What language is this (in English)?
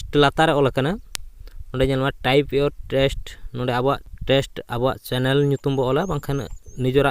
Santali